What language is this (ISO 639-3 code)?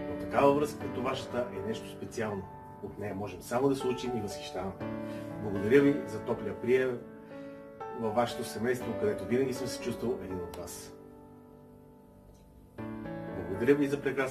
bul